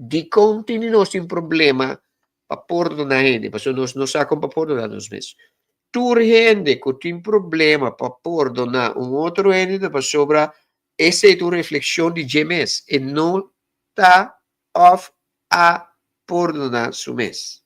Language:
Papiamento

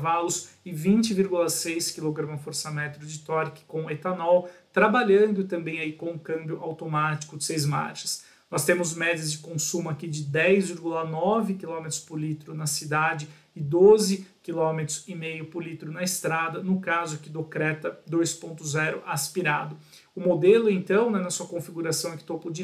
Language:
Portuguese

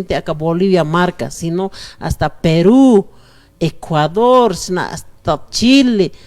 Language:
Aymara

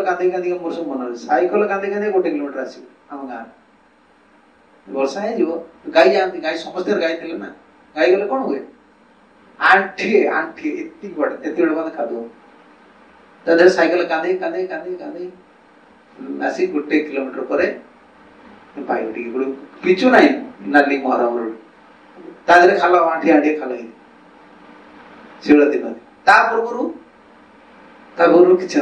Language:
Odia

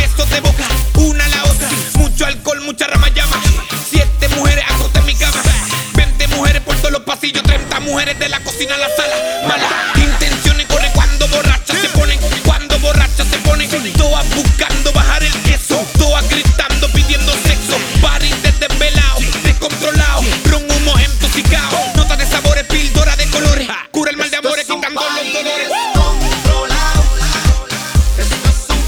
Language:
Spanish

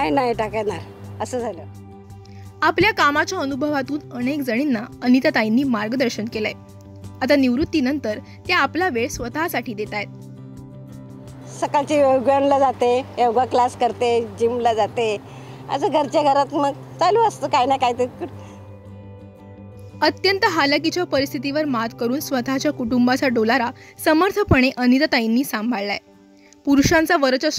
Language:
Marathi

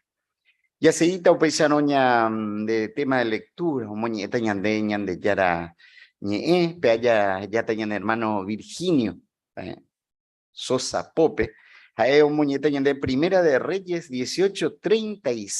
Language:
Guarani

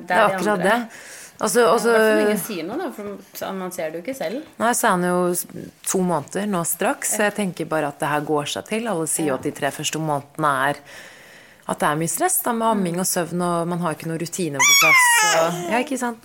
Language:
Norwegian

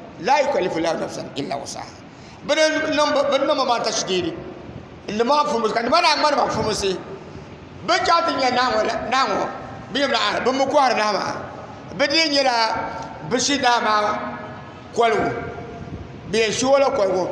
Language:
Dagbani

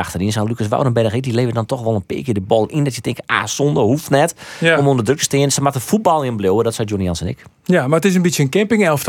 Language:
Western Frisian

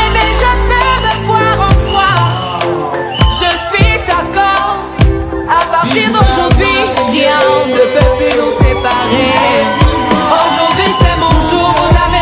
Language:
French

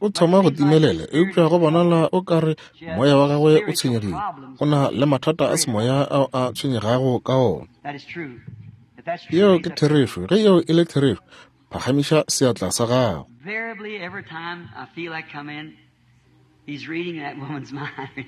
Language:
Northern Sotho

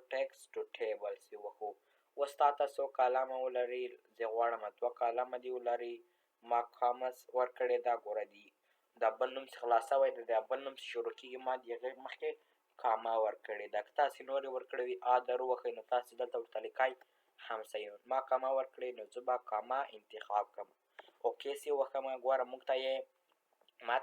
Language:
Pashto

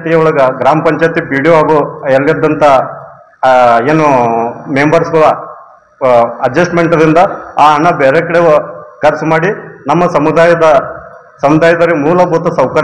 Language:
Kannada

